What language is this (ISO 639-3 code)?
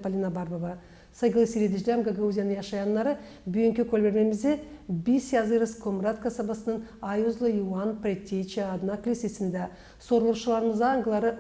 gag